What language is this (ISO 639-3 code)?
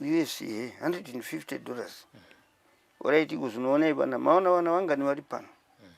sna